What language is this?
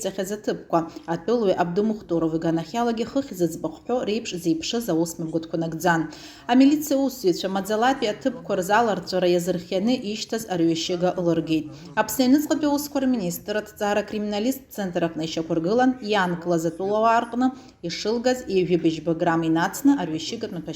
Abkhazian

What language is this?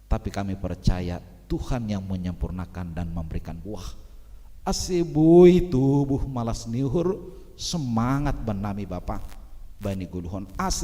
Batak Simalungun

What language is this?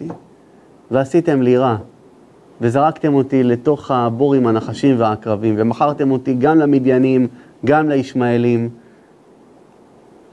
Hebrew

